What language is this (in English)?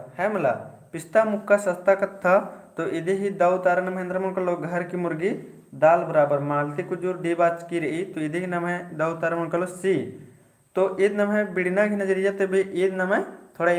Kurukh